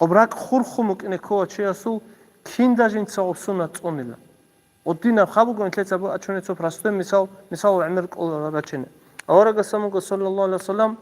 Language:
Avaric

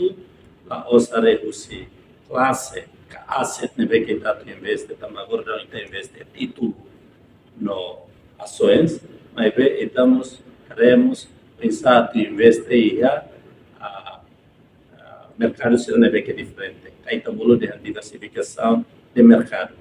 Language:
Tetum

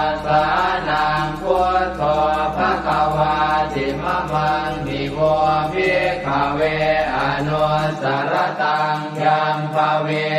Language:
Pali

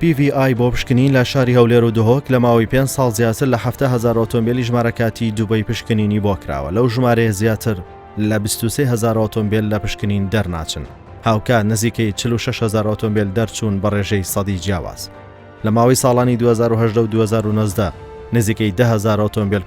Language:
Central Kurdish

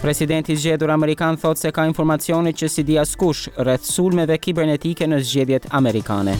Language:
Albanian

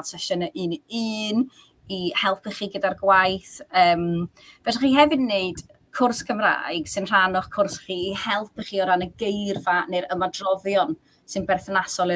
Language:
Welsh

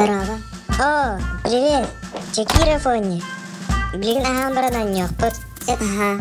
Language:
Yakut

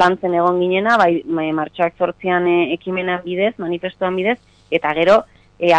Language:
Basque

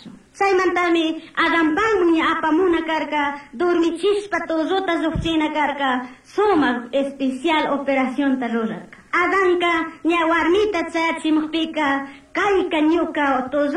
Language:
Chimborazo Highland Quichua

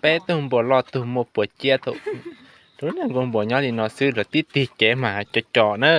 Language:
Hmong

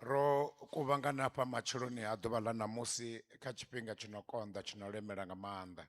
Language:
Venda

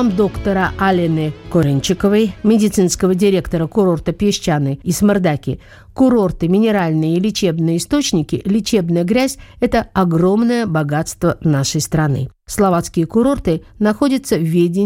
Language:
Russian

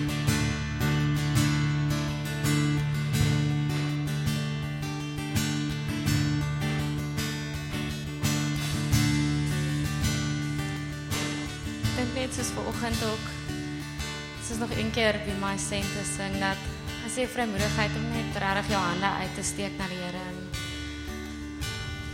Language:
Afrikaans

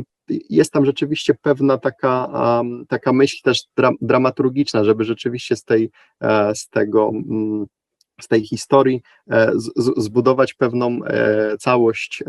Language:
Polish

